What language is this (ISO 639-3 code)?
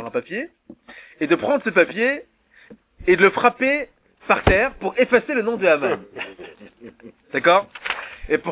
fra